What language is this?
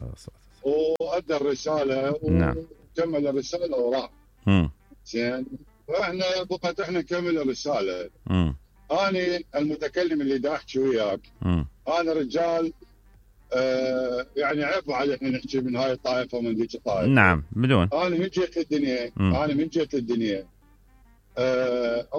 Mesopotamian Arabic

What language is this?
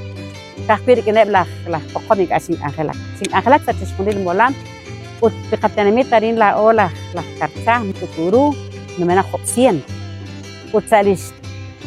Kekchí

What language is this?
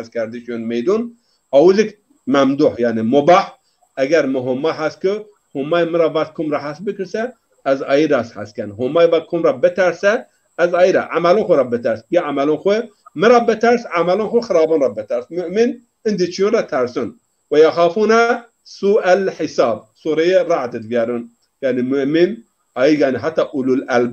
Zaza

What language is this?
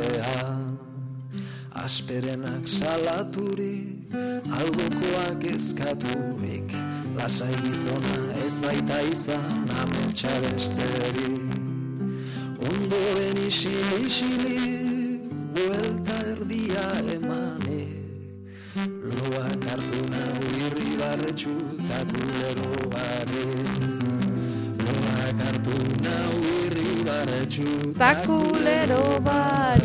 Basque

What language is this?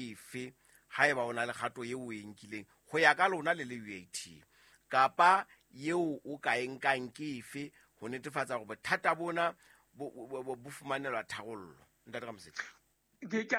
Southern Sotho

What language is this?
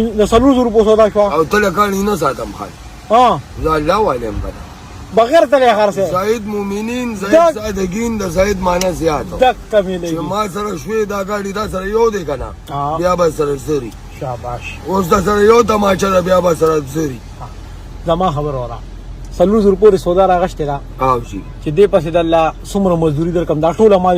Pashto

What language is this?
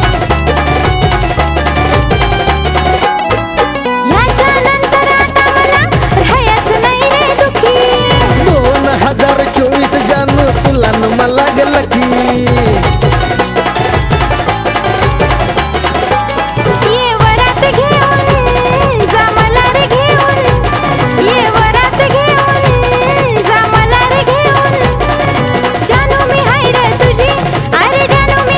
Marathi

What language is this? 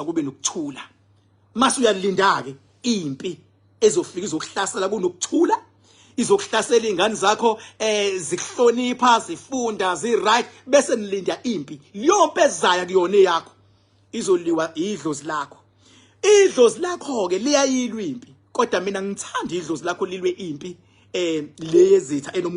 Zulu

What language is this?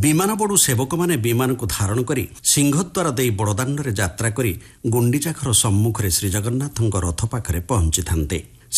Odia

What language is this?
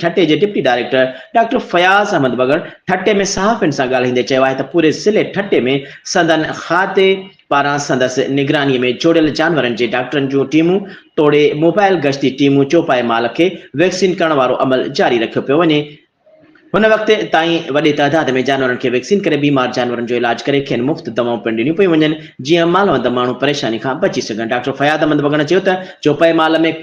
Sindhi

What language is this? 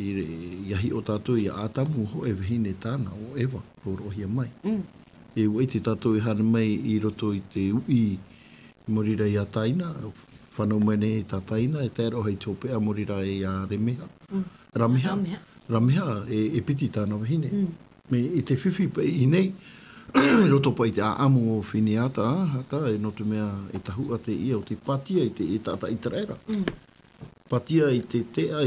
Tahitian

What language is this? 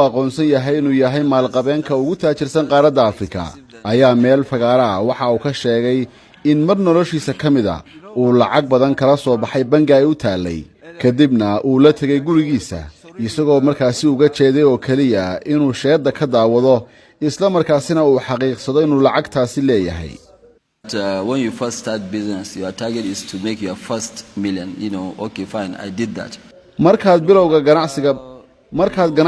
Somali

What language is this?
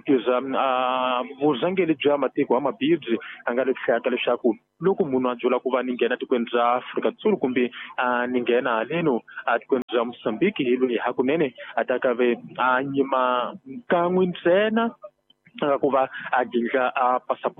Tsonga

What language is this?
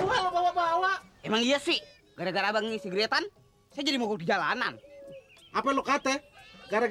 Betawi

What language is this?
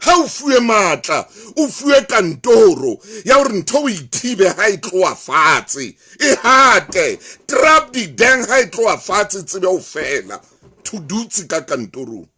Southern Sotho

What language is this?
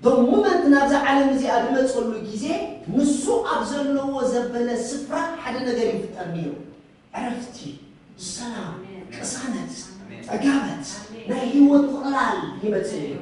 Tigrinya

